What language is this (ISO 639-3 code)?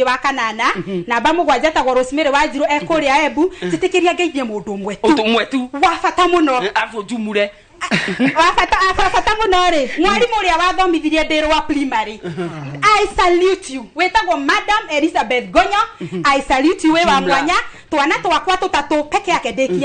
kik